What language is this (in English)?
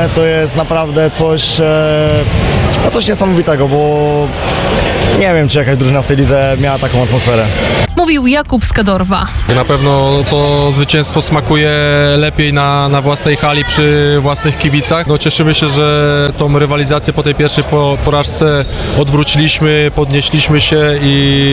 Polish